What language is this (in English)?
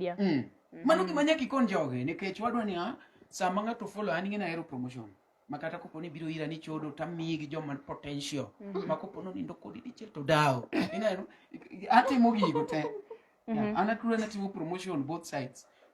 Luo (Kenya and Tanzania)